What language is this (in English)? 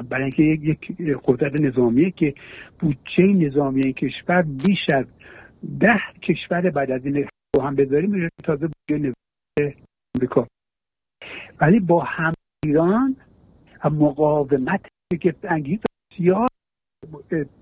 Persian